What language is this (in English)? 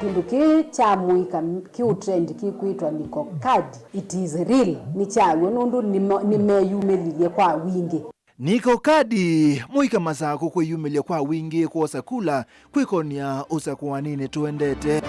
Kamba